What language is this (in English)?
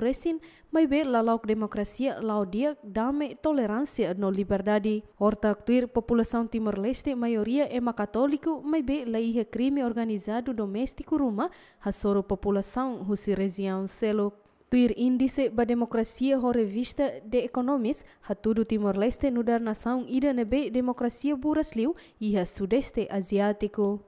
Tetum